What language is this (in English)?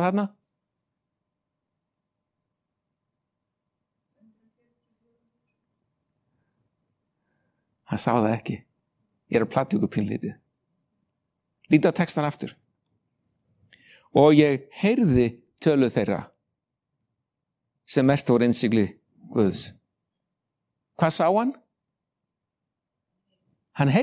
Icelandic